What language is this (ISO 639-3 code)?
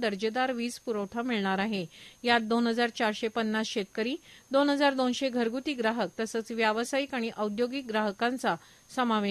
mar